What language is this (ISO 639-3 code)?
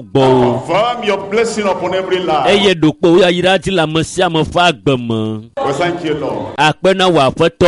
ewe